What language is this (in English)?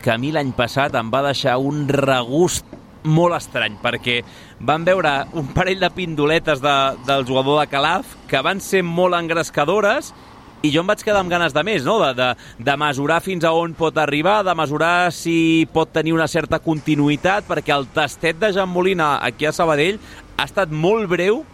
Catalan